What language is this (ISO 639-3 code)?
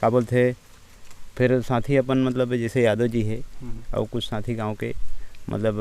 hne